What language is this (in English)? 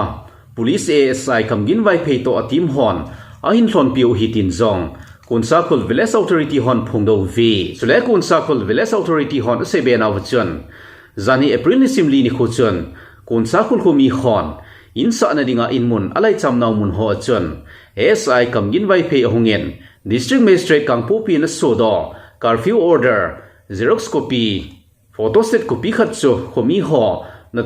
Thado Chin